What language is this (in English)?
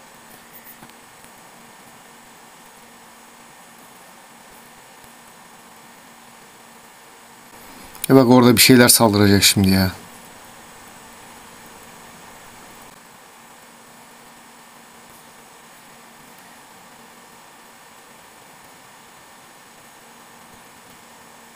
Turkish